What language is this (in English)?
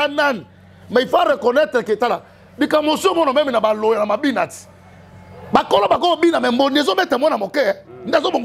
Lingala